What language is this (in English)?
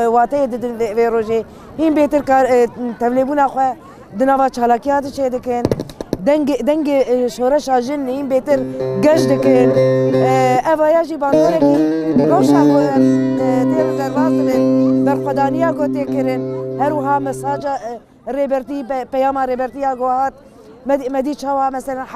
Kurdish